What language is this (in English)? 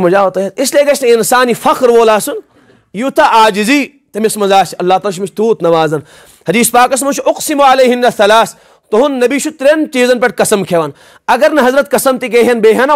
Kashmiri